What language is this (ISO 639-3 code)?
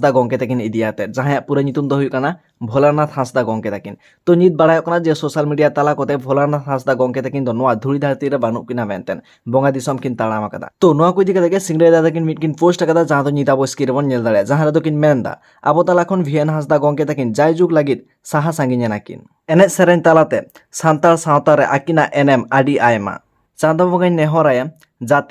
sat